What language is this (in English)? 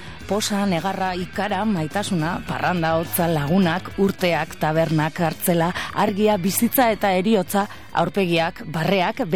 Basque